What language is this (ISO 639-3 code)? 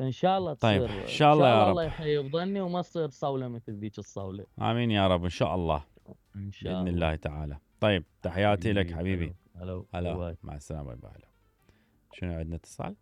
acm